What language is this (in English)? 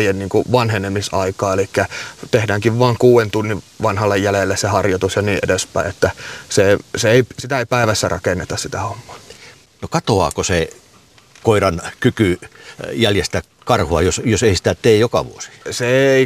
Finnish